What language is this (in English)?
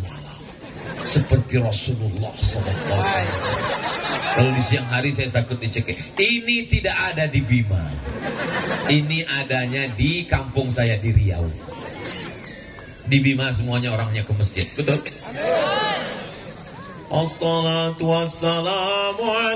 Indonesian